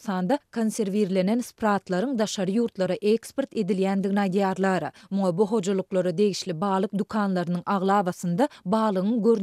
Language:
Turkmen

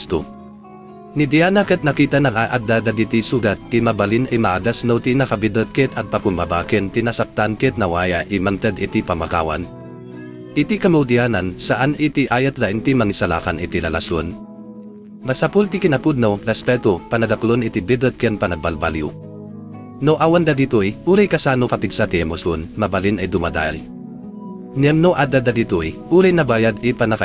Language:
Iloko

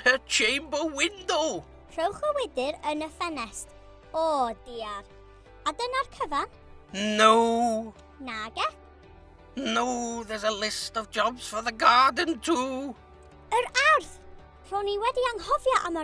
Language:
Welsh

